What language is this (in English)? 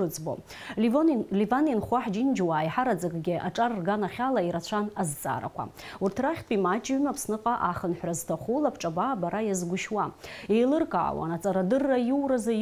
Abkhazian